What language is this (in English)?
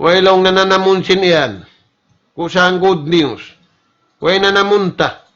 Tausug